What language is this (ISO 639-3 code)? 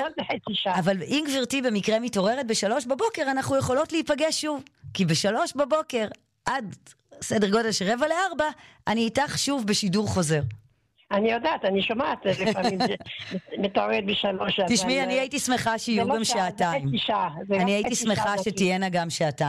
heb